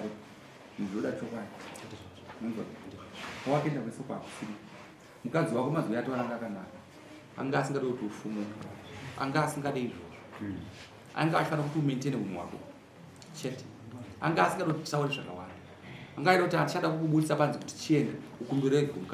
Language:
Shona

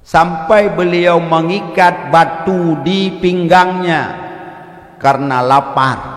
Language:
Achinese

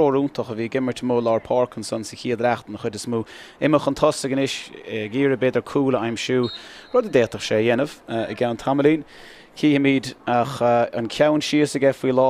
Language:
Irish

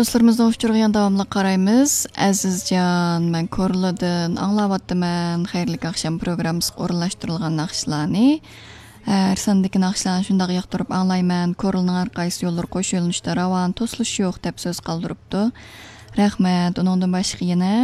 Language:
Uyghur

